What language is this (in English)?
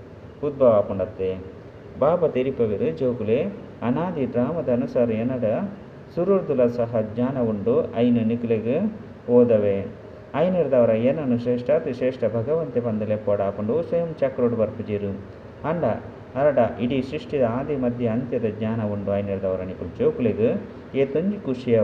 Tulu